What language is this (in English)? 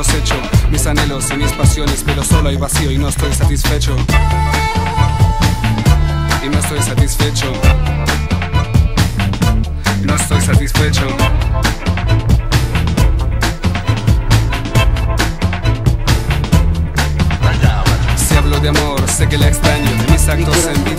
Spanish